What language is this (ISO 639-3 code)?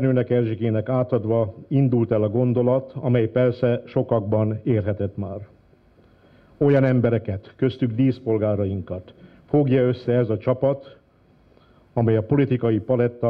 hun